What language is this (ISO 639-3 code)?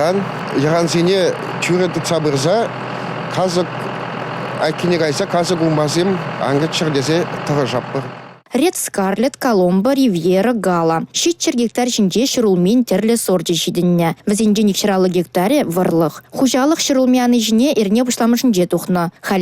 chv